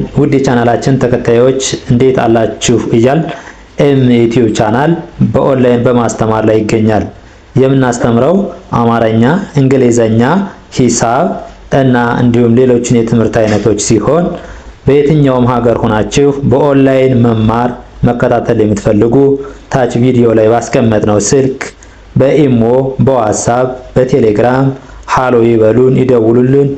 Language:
Amharic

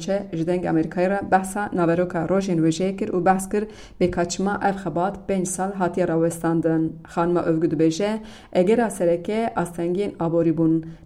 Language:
Kurdish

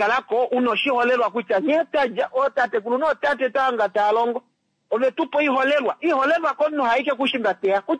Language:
Kuanyama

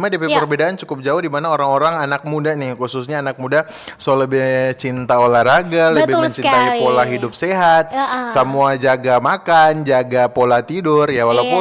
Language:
Manado Malay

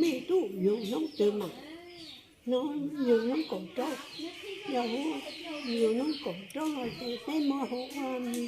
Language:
Hmong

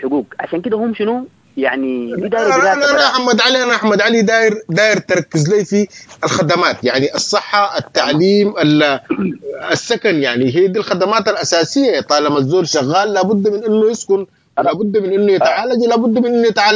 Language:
Sudanese Arabic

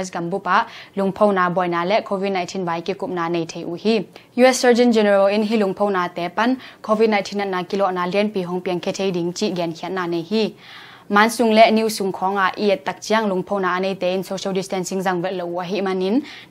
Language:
Tedim Chin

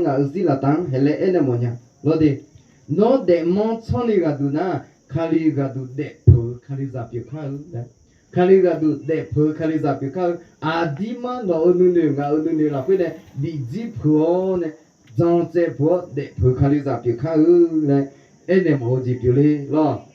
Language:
Akha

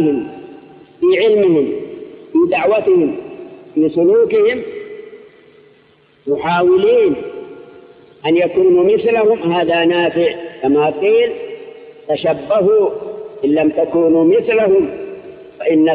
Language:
Arabic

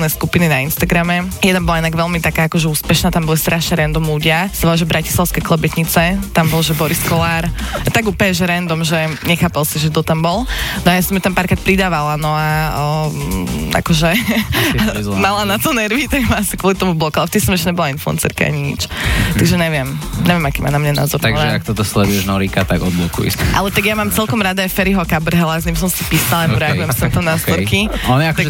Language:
Slovak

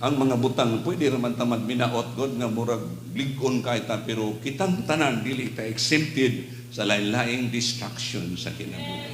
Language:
Cebuano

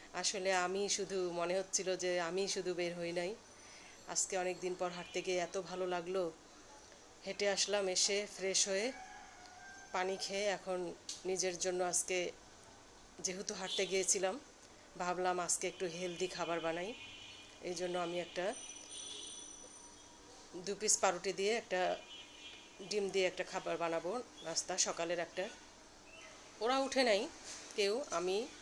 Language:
Bangla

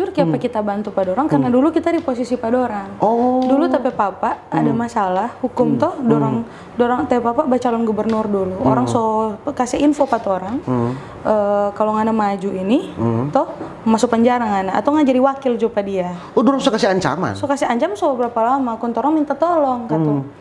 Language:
Manado Malay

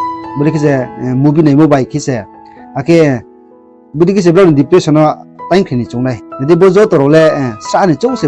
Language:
Riang (India)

